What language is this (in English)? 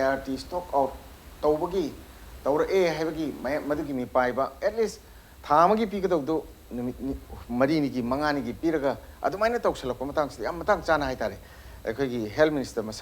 Manipuri